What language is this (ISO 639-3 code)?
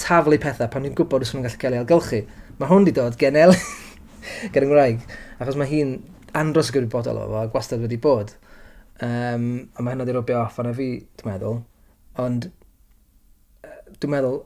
cym